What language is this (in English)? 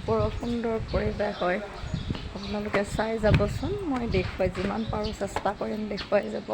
Assamese